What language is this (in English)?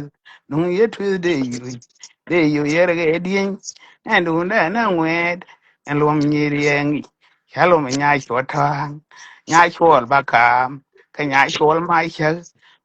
Nuer